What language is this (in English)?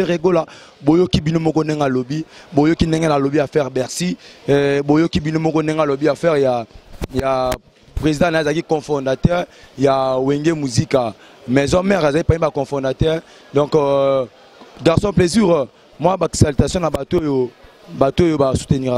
Lingala